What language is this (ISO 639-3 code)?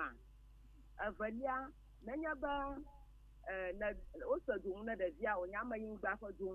ewe